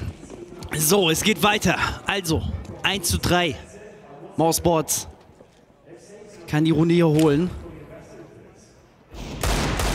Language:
German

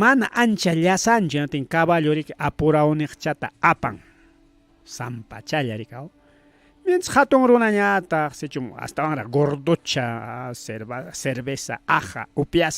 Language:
Ayacucho Quechua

